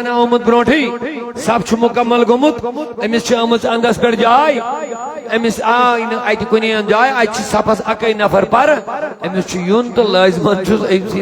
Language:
Kashmiri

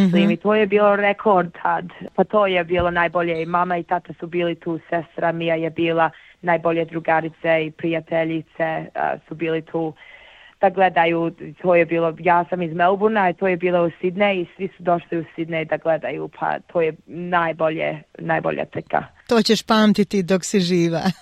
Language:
Bosnian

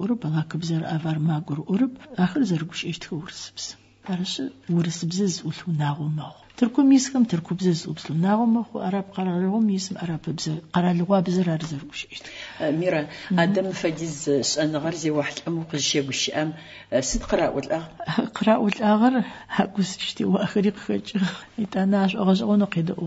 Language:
Adyghe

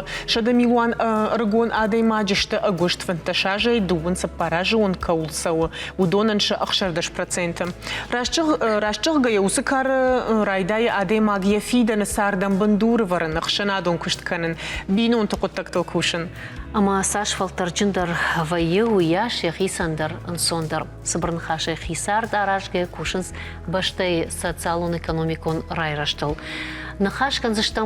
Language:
Ossetic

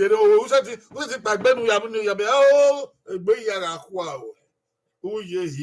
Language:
Bini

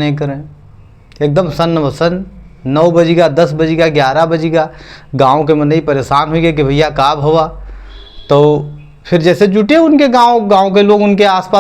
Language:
Awadhi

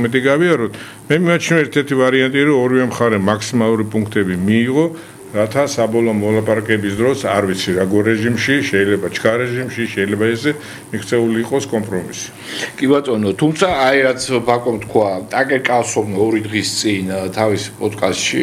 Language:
Georgian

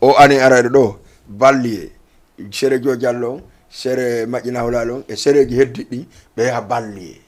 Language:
Fula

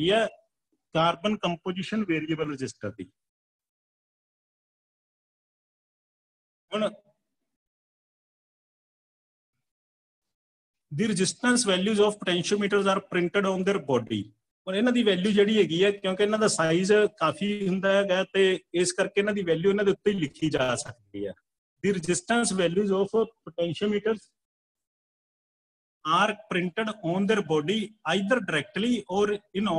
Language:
Punjabi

